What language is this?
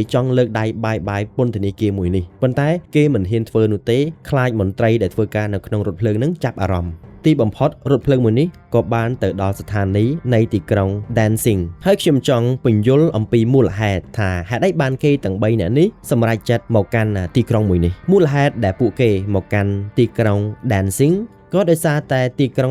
Khmer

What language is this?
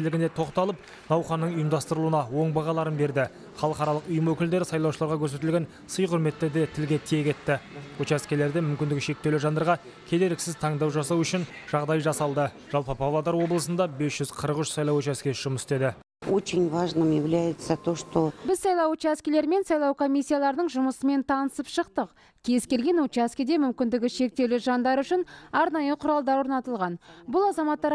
Kazakh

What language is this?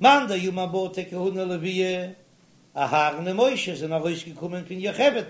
Yiddish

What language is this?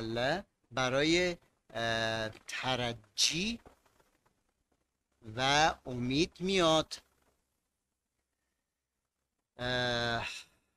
Persian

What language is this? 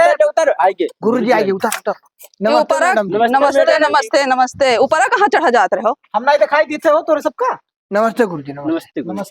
Awadhi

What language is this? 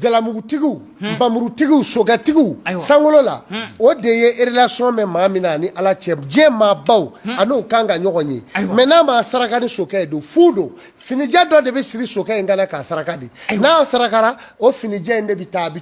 Bambara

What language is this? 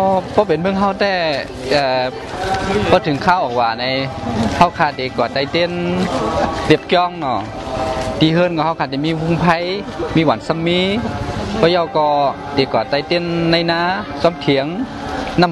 Shan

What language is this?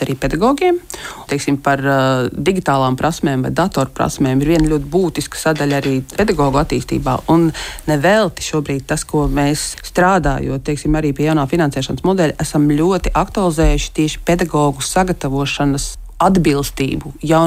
Latvian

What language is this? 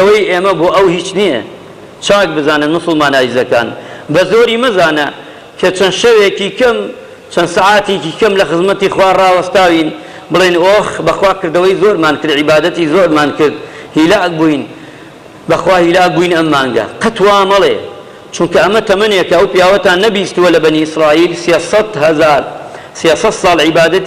Central Kurdish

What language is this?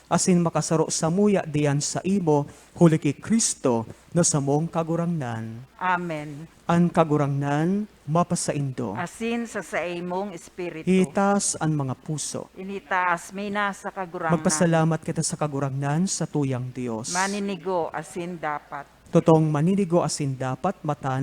Bikol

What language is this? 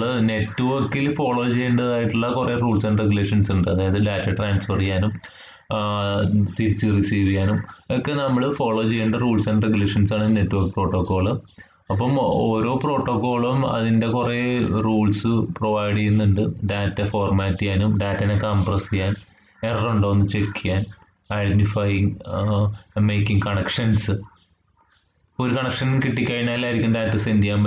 Malayalam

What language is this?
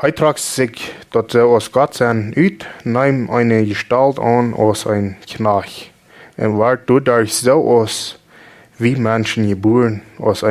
Plautdietsch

